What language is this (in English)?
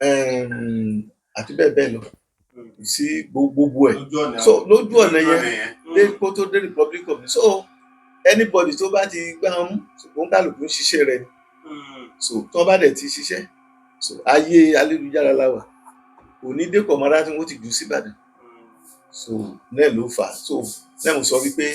Yoruba